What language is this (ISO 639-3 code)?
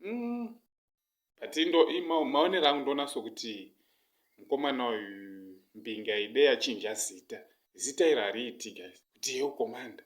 sna